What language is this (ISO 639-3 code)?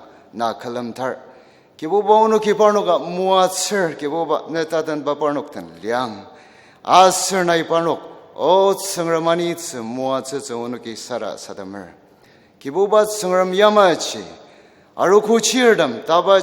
njo